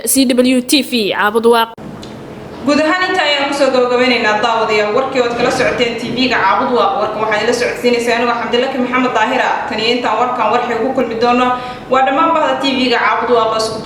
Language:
Somali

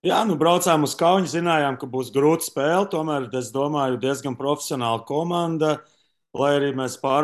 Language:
Latvian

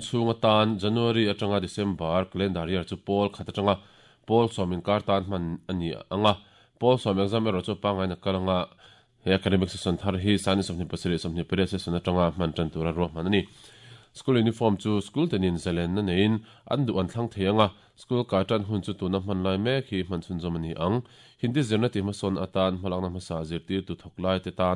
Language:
Mizo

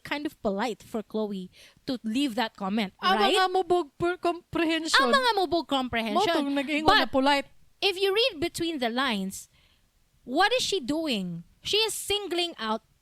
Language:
Cebuano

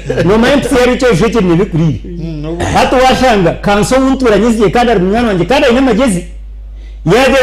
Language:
Nyankole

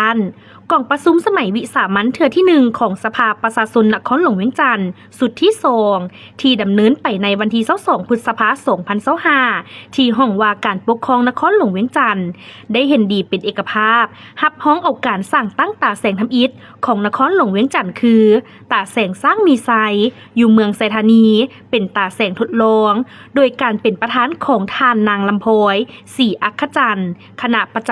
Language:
Lao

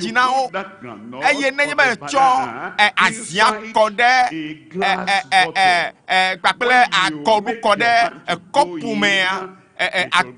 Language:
Ewe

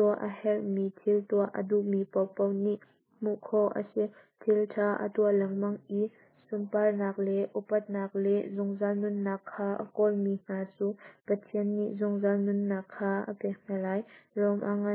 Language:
Hakha Chin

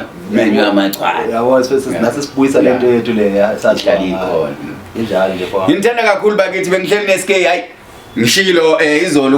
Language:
Zulu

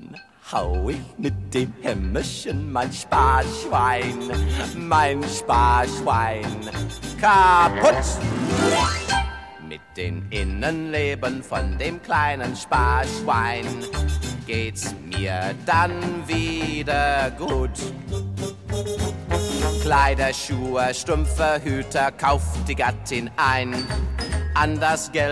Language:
German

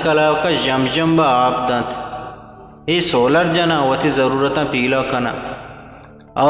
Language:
Eastern Balochi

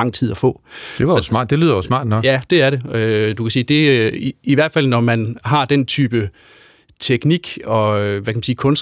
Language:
Danish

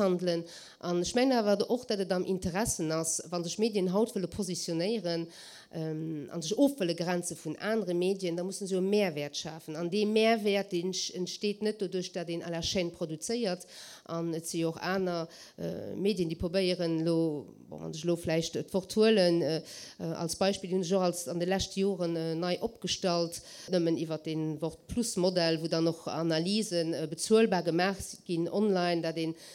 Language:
Luxembourgish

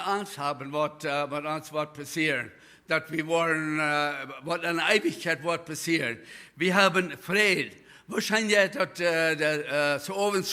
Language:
Plautdietsch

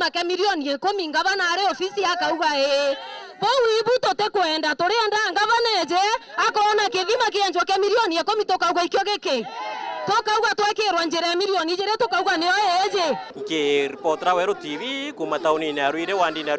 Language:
Meru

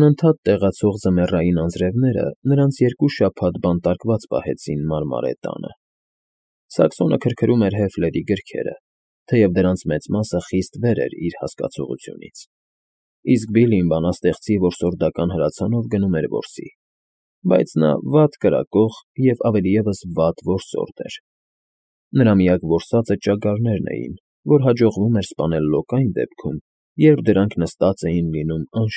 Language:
Armenian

